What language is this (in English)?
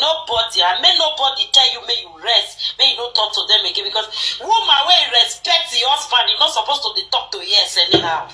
Nigerian Pidgin